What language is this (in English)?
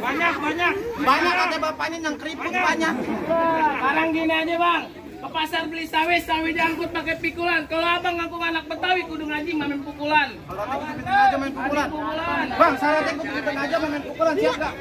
Betawi